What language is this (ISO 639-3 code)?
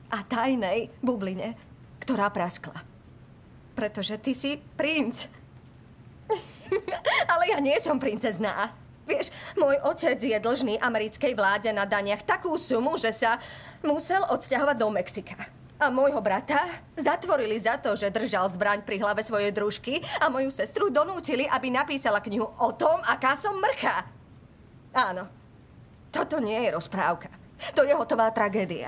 slk